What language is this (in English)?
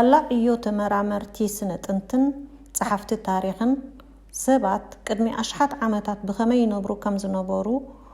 Tigrinya